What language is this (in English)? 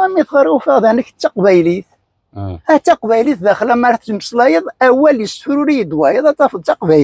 Kabyle